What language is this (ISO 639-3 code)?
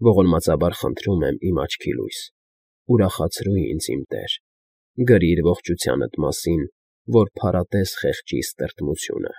hye